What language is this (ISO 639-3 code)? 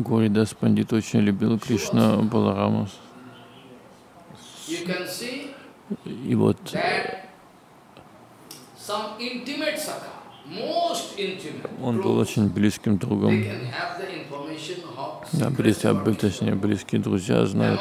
rus